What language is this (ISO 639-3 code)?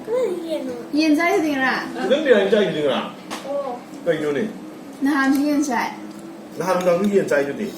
mni